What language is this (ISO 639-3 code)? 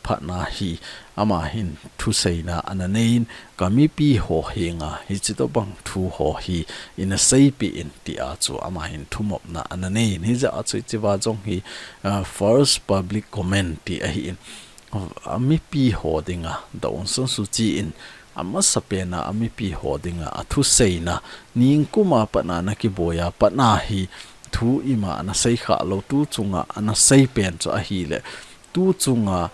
tcz